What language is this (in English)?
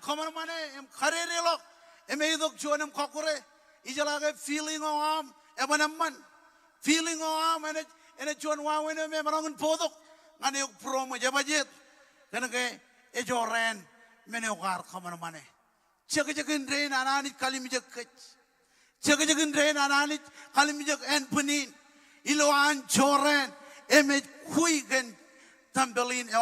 Marshallese